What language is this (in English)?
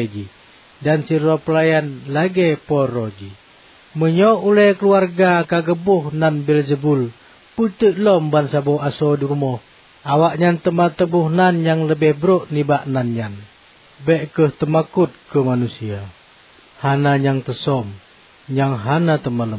Achinese